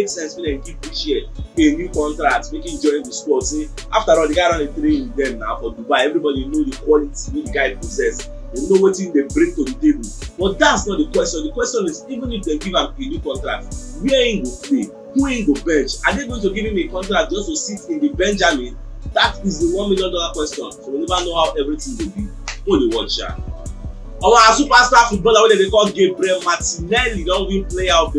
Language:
Nigerian Pidgin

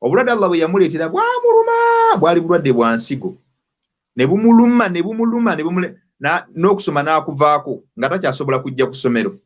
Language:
Ganda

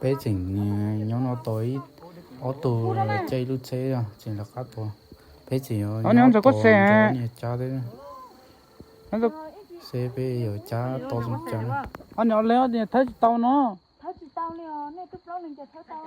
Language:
Hmong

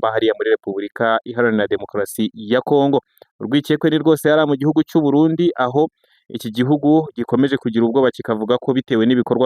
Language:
Kinyarwanda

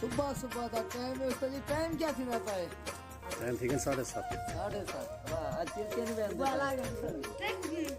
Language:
Saraiki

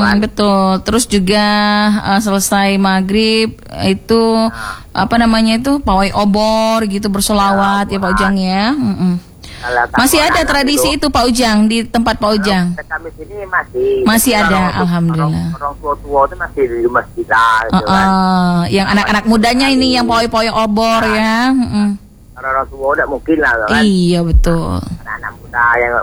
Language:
Indonesian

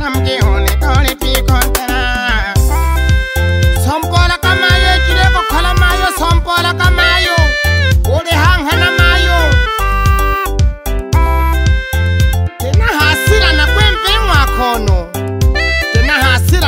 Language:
Swahili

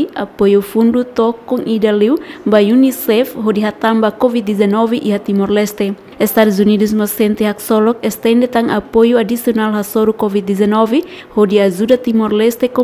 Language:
Tetum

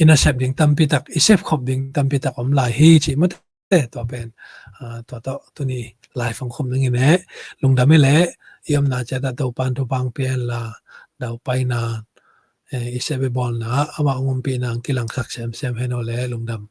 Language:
Tedim Chin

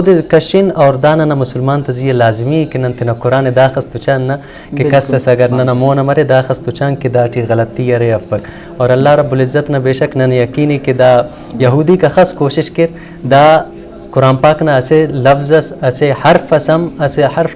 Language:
Brahui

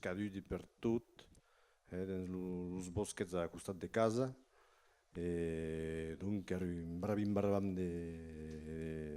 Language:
Occitan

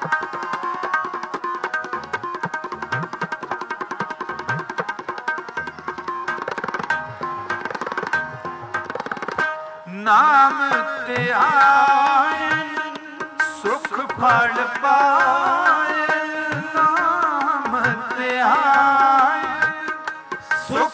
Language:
Punjabi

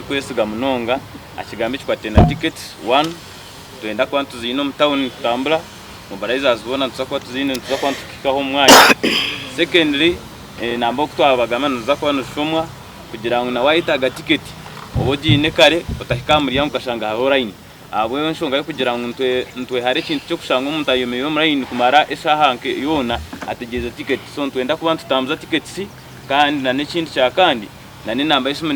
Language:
Nyankole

